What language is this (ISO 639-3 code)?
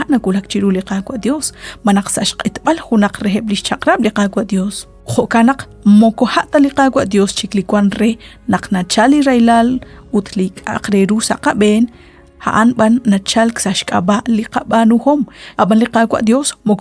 kek